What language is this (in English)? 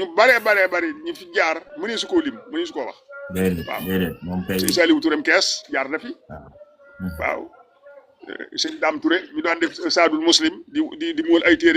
Wolof